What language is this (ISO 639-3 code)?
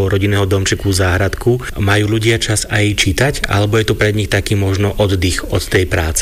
slk